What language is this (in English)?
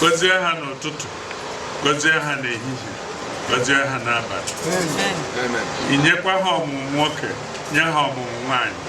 Igbo